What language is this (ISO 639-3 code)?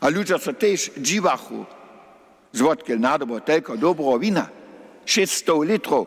hsb